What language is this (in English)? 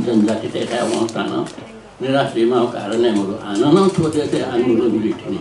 Newari